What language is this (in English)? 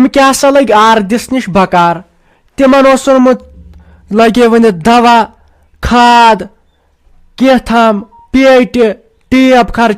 Kashmiri